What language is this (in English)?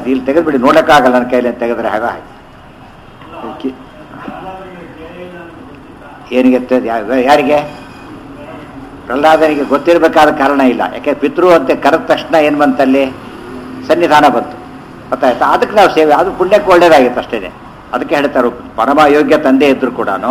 Kannada